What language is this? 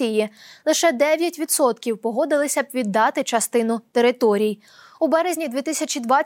Ukrainian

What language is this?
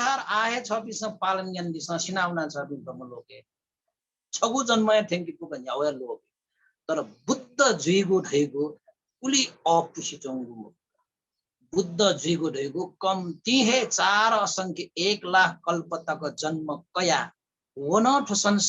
Newari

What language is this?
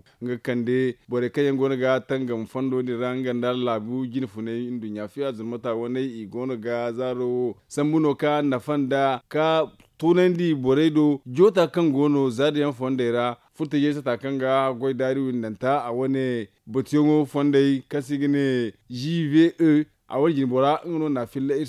Zarma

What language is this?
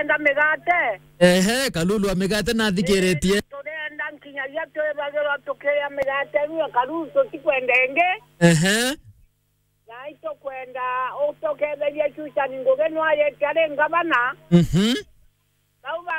Meru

